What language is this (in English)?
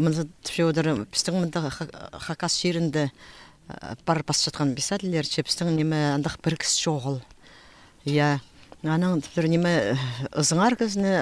Khakas